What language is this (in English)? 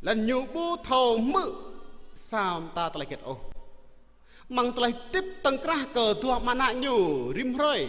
Jarai